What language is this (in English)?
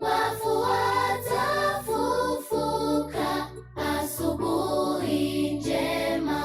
Gusii